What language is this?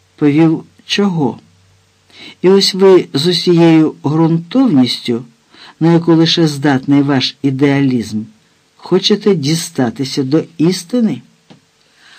Ukrainian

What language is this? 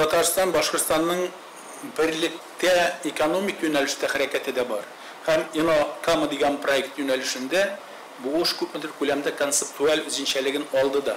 Tatar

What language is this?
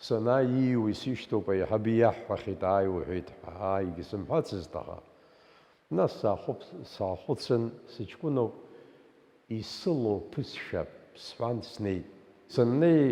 Abkhazian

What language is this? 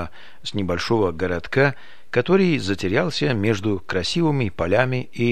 Russian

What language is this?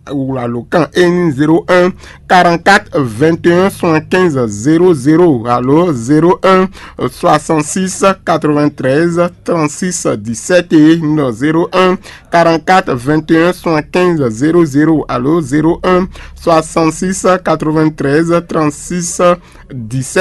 Fon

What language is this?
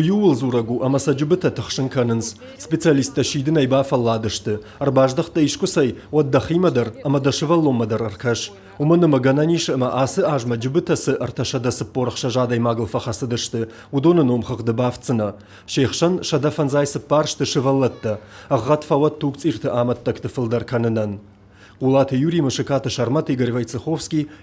Ossetic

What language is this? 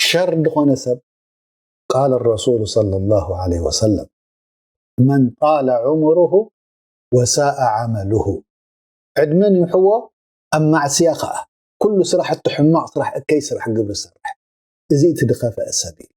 Tigrinya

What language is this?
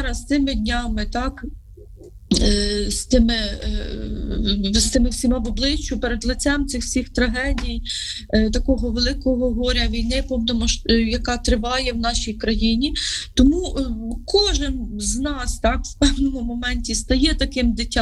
Ukrainian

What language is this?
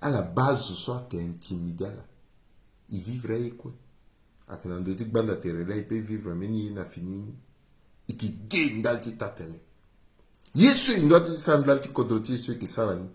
Sango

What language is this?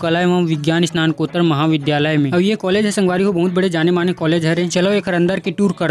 Chhattisgarhi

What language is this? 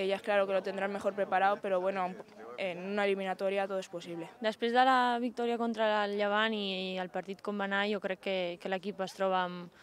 Catalan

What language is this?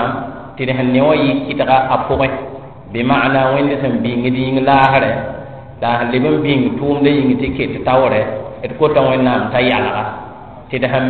Mossi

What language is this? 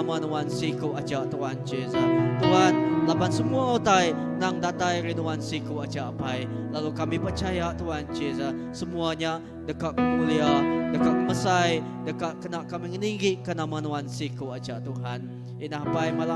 Iban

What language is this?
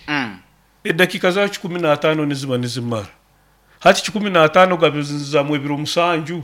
Nyoro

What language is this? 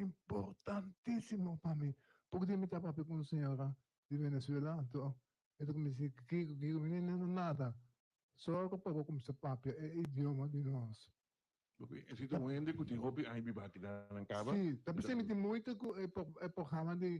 Papiamento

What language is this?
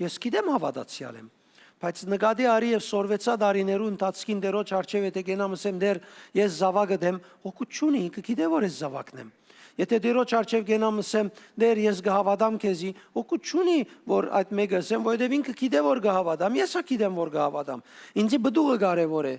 Western Armenian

